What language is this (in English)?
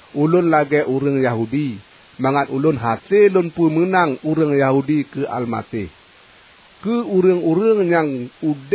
Achinese